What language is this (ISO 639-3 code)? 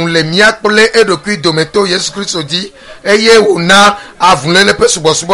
ewe